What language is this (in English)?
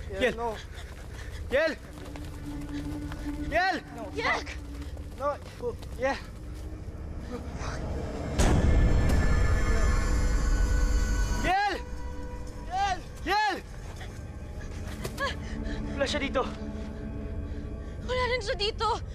Filipino